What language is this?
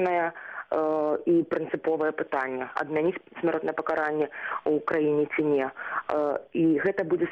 Belarusian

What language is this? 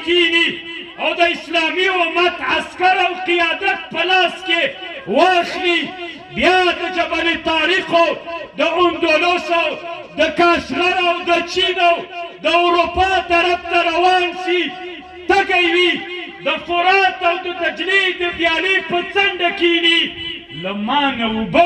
Pashto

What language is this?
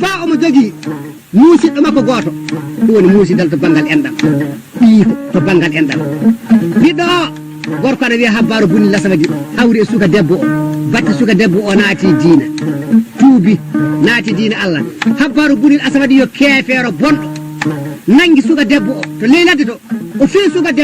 Fula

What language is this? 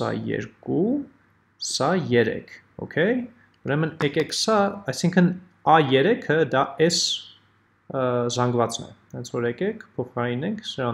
Armenian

